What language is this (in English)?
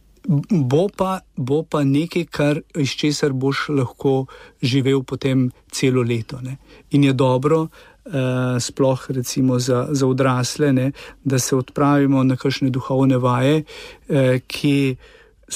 Slovenian